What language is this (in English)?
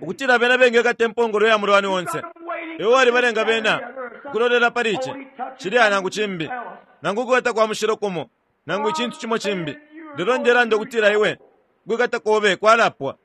Bemba